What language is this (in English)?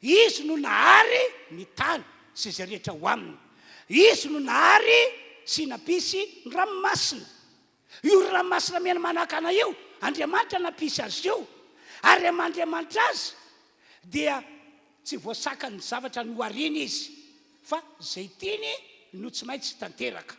Malagasy